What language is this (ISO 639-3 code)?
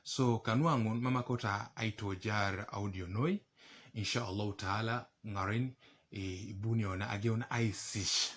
teo